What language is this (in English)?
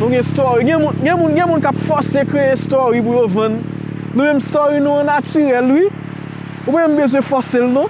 Haitian Creole